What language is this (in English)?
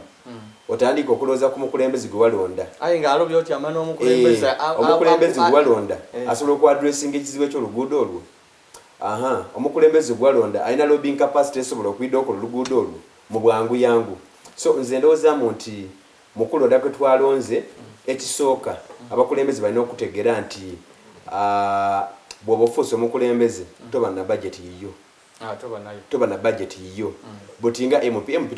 Soga